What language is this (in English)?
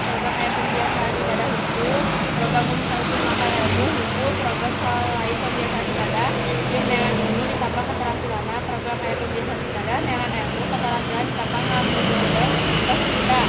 Sundanese